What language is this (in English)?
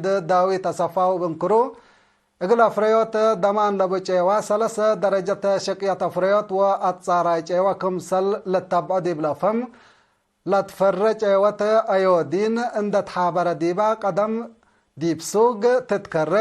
Tigre